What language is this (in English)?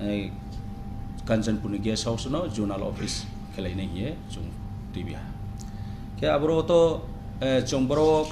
Riang (India)